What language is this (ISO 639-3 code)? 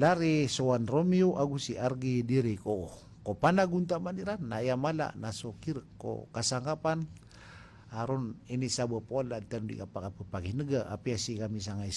mrw